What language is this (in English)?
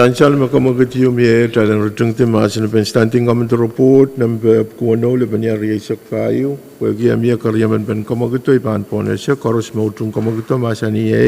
Pohnpeian